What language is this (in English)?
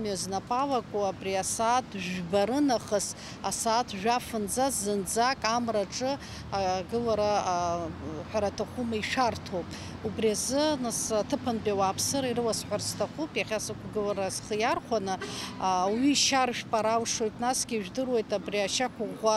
Abkhazian